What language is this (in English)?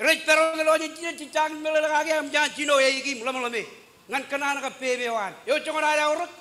Marshallese